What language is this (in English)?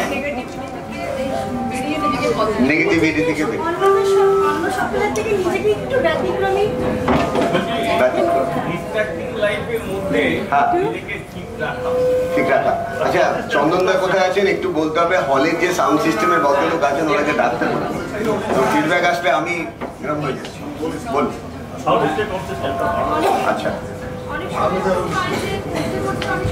Bangla